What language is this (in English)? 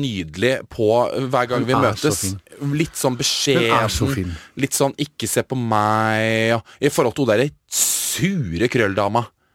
Norwegian